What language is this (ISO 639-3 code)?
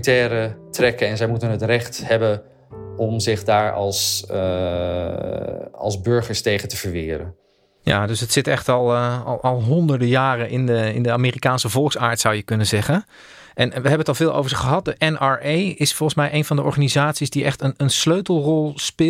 nld